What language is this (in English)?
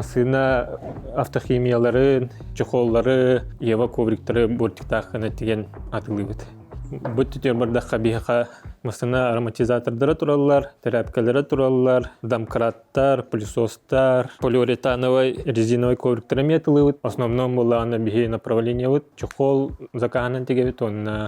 Yakut